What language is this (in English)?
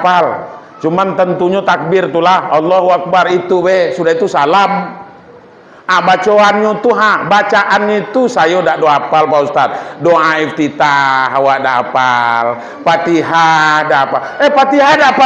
Minangkabau